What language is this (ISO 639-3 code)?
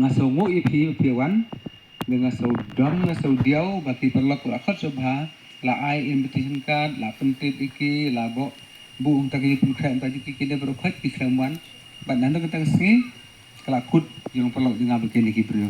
kha